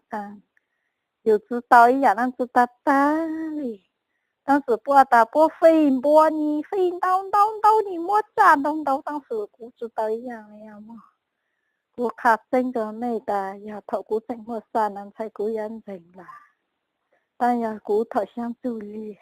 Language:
Hmong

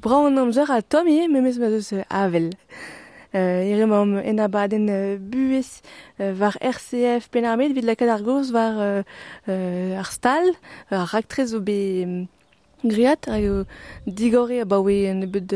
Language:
Breton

